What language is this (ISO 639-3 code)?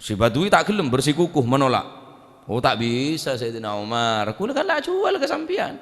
mad